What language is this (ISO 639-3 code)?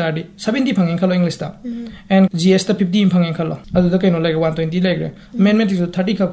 mni